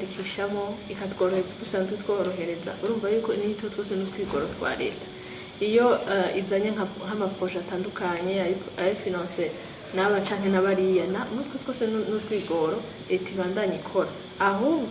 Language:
Rundi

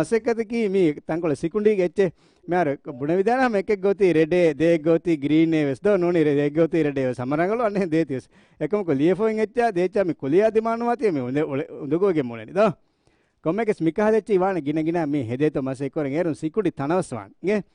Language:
Divehi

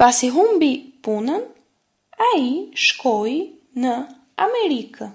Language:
Albanian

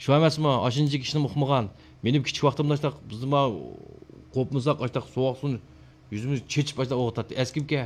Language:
Uyghur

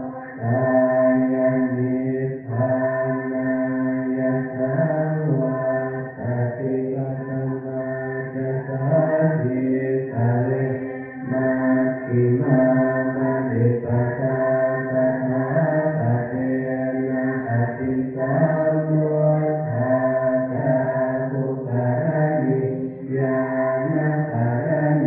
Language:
Pali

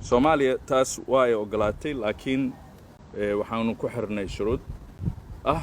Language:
Somali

